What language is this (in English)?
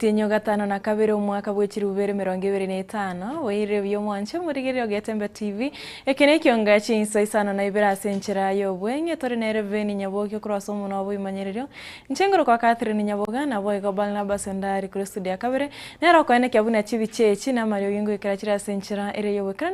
Gusii